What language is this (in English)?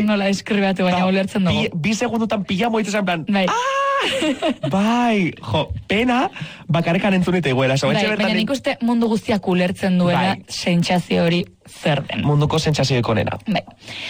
Basque